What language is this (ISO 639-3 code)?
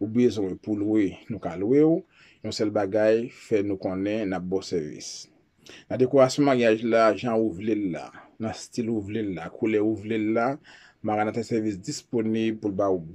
hat